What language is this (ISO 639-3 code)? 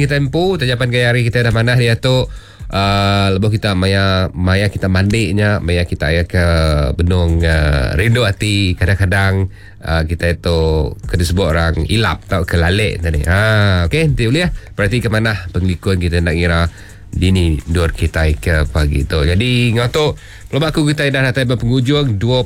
iba